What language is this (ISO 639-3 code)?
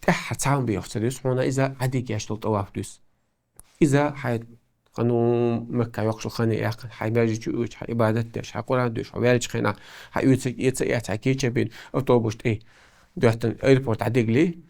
che